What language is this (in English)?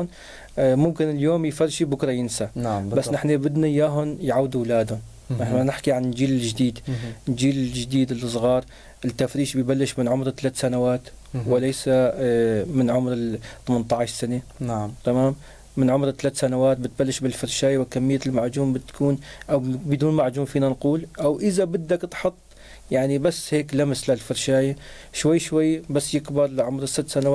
North Levantine Arabic